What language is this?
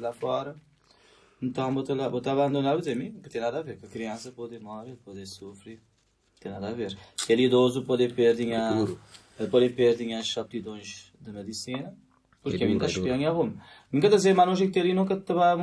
Kabuverdianu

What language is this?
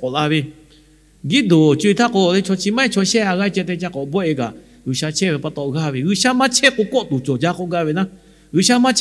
Lahu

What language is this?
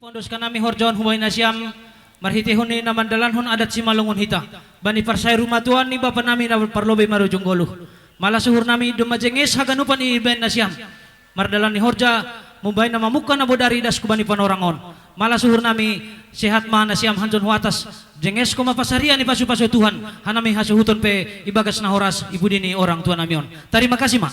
Batak Simalungun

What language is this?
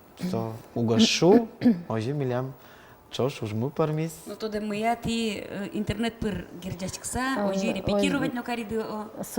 Udmurt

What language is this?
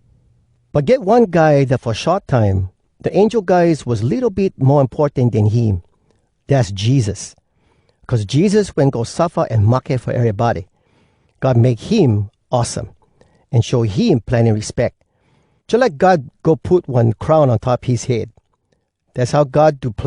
Hawai'i Creole English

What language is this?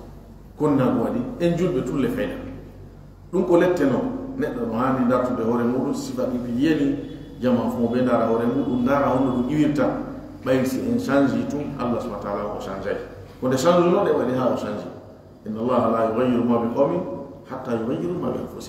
Fula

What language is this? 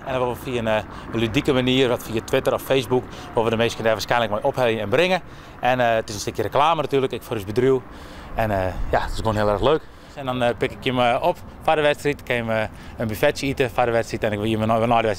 Western Frisian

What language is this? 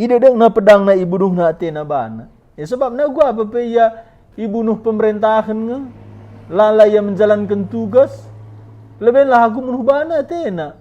Batak Karo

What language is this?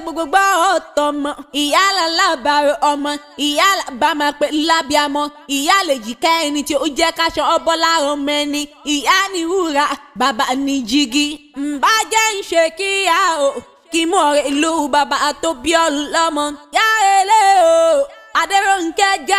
Yoruba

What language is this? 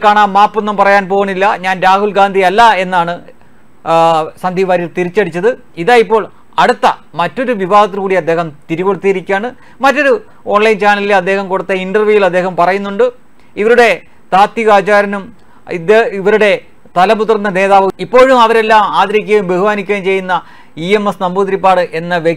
Malayalam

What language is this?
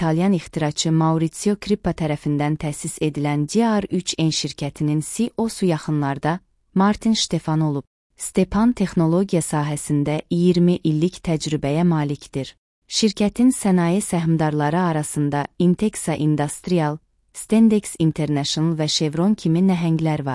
Azerbaijani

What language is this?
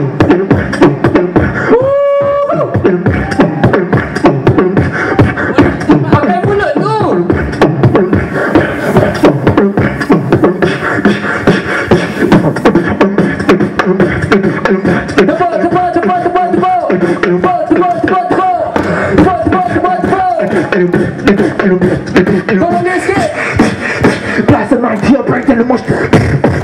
Malay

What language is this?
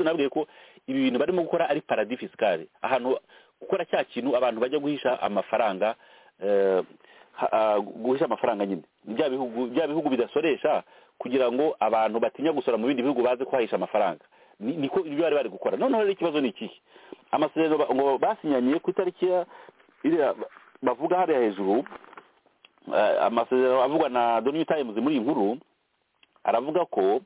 Kinyarwanda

